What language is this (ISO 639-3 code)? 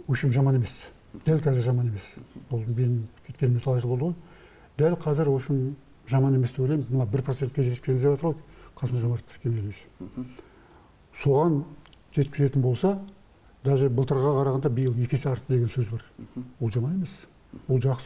kaz